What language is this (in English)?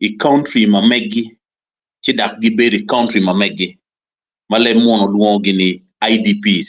Acoli